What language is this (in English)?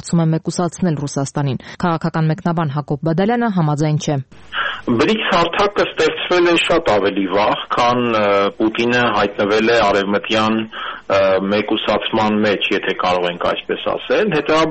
Armenian